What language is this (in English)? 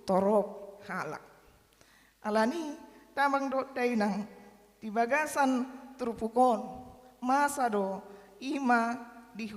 Batak Toba